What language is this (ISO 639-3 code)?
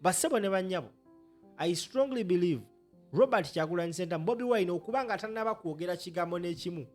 lug